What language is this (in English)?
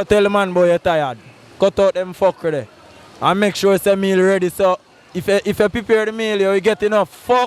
Jamaican Creole English